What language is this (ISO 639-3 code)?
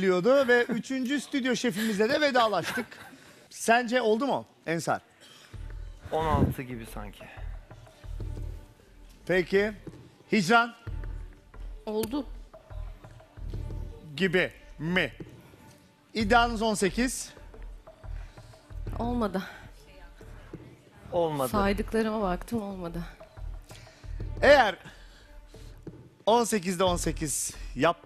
tur